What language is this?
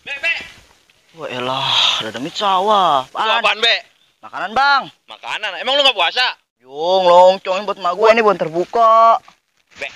Betawi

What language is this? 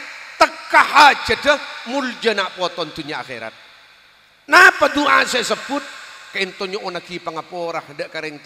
Madurese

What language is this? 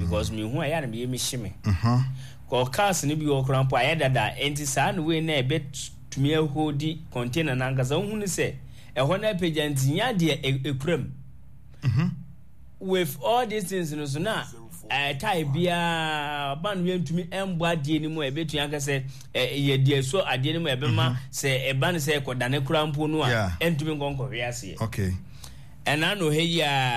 Akan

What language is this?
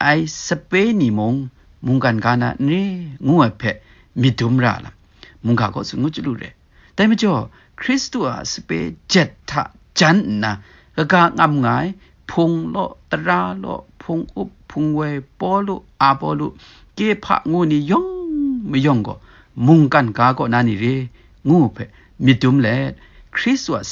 Kachin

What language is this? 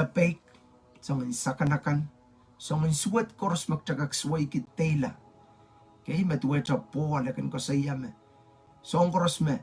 Pohnpeian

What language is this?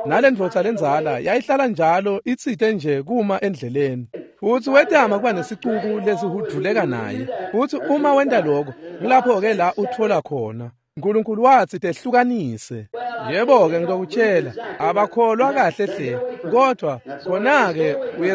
Swati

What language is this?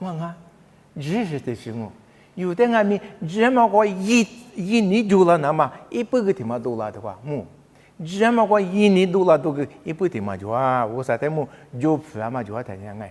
Lisu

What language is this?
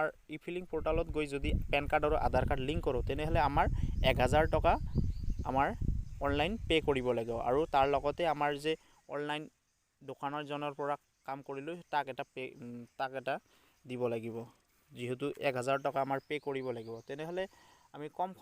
Assamese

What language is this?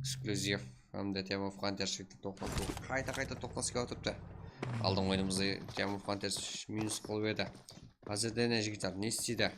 Kara-Kalpak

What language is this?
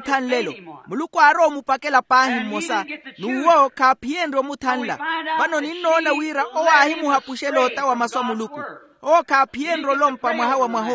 Makhuwa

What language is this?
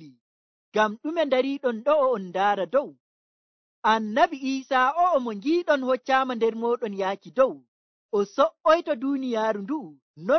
Nigerian Fulfulde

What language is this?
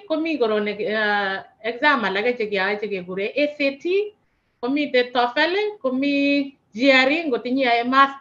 Kalenjin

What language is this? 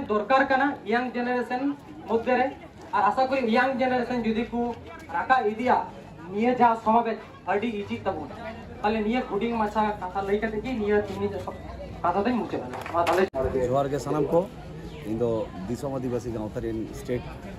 Santali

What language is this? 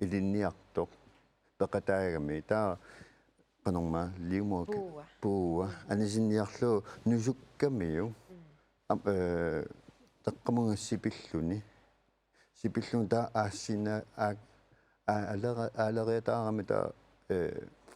Kalaallisut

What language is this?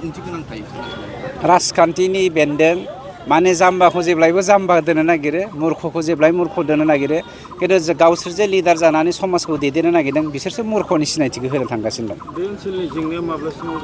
Bodo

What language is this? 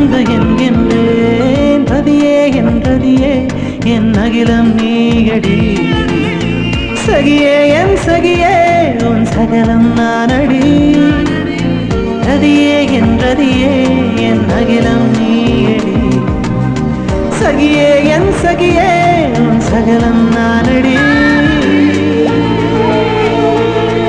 Tamil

